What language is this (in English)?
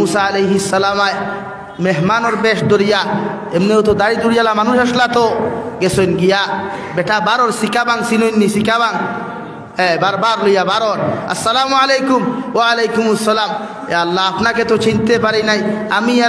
Sylheti